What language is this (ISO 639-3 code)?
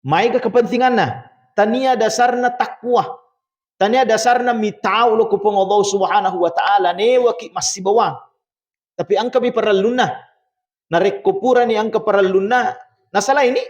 bug